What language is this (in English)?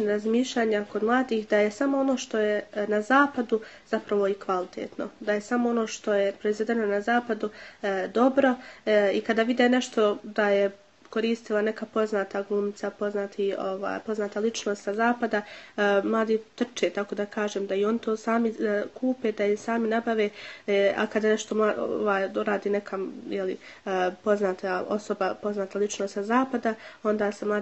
Bosnian